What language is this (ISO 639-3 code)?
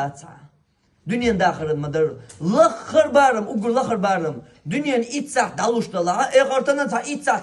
che